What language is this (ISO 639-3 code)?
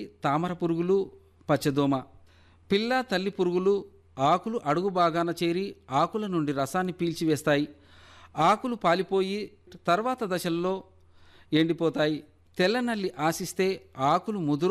tel